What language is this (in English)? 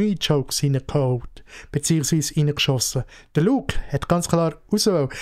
Swiss German